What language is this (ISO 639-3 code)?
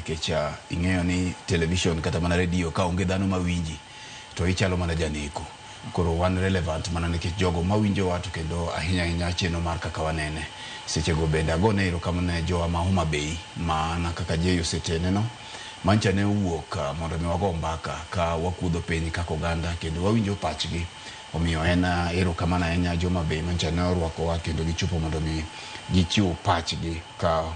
luo